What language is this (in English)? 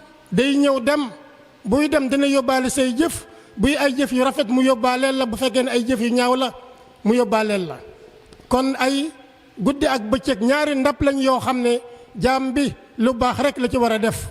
Wolof